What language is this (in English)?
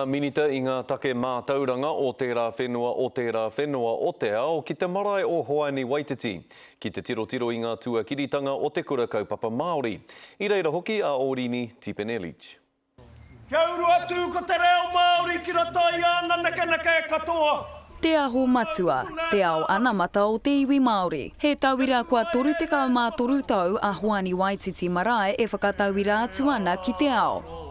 Māori